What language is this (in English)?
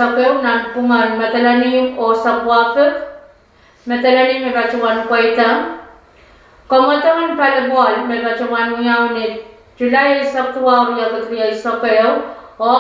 Pohnpeian